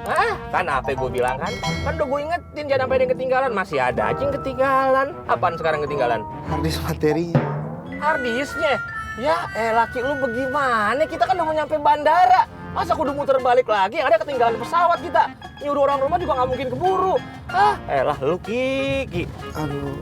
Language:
Betawi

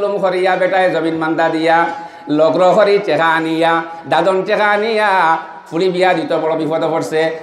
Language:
Sylheti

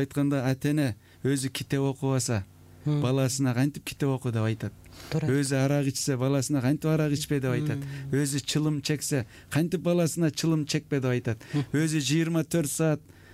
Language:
Kyrgyz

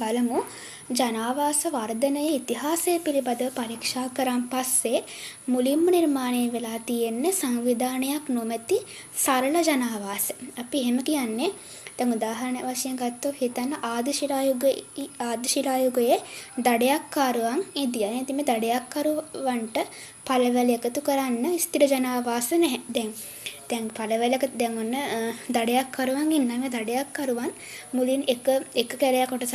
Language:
Sinhala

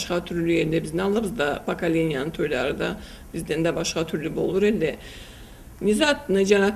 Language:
Karachay-Balkar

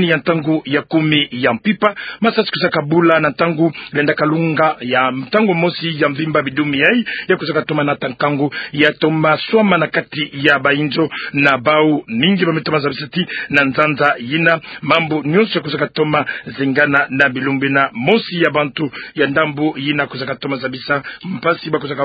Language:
Kituba (Democratic Republic of Congo)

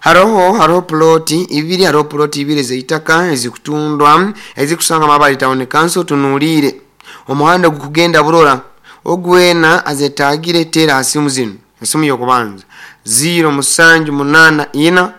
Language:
Nyoro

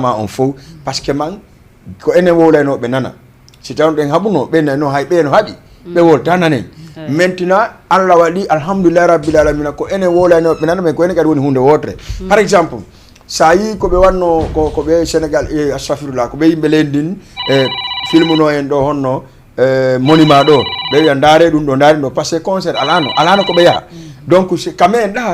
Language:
Fula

